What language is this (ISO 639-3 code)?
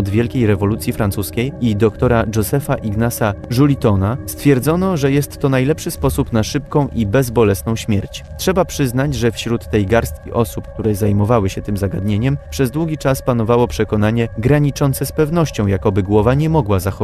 pol